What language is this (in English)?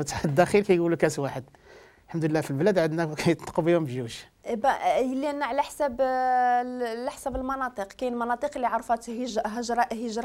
Moroccan Arabic